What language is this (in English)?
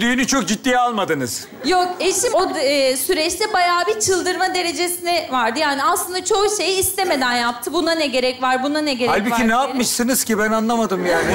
Turkish